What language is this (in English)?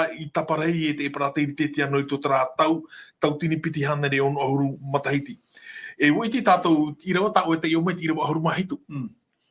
Tahitian